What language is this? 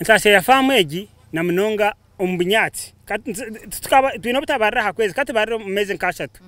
Nyankole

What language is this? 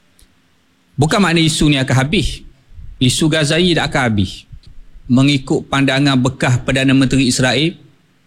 Malay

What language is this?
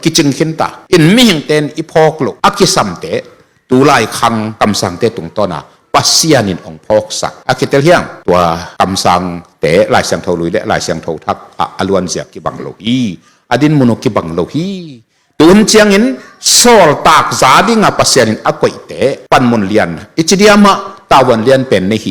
Tedim Chin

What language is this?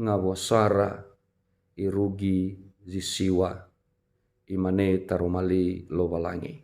Nias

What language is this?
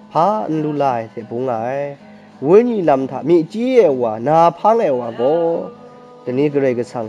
Kachin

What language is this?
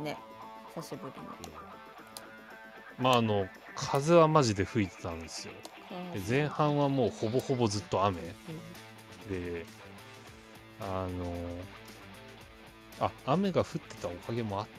Japanese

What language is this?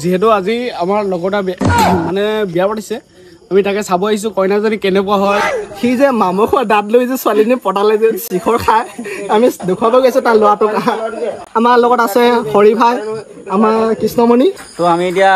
Assamese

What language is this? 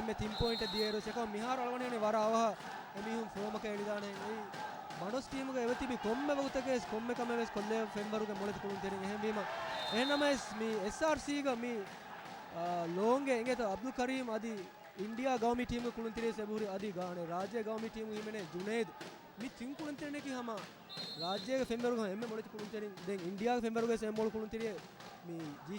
Divehi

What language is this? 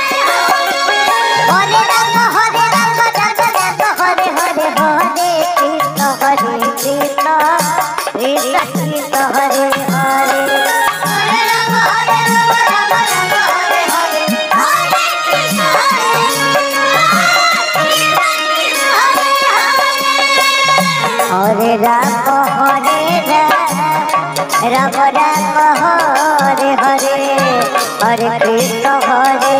Bhojpuri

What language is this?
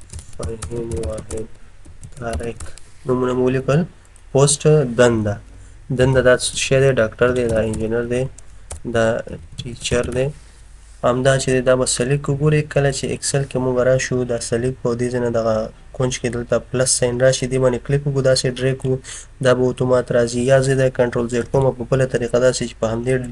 Pashto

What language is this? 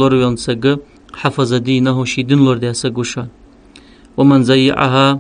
Ingush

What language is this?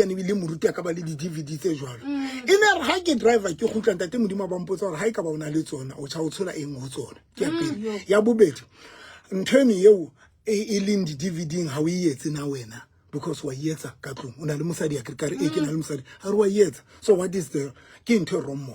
Southern Sotho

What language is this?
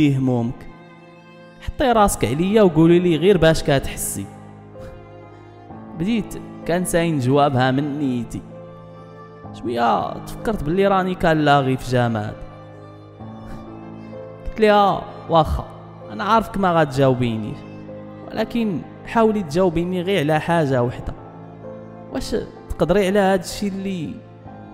Moroccan Arabic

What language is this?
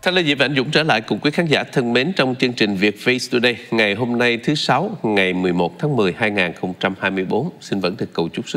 Vietnamese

